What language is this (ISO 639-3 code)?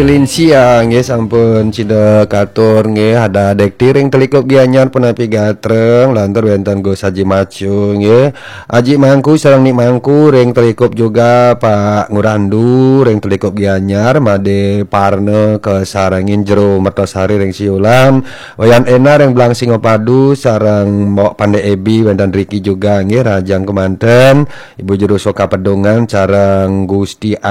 ban